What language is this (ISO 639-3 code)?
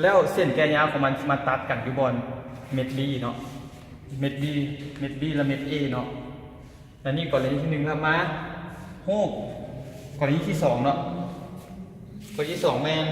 lao